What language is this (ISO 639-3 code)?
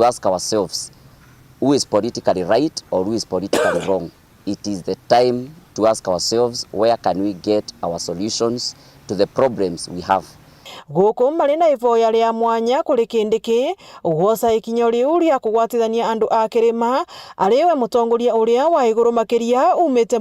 mer